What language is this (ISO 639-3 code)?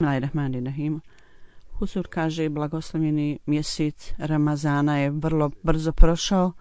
bos